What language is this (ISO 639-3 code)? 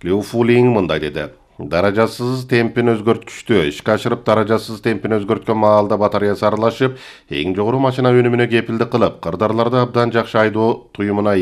kir